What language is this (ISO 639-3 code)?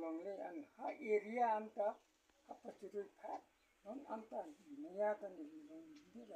mjw